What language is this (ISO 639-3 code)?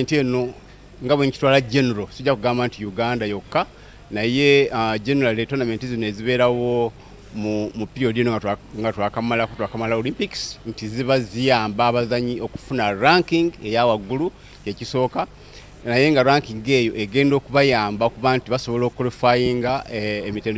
lug